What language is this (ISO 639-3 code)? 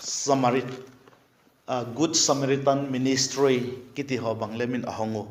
vap